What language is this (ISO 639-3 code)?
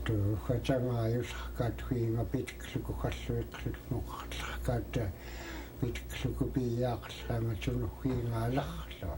esu